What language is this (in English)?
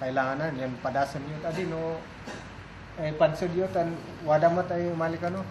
Kankanaey